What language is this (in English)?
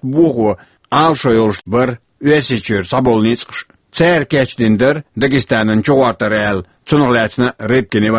Chechen